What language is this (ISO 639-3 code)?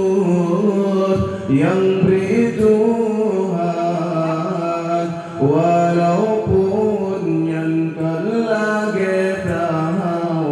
ace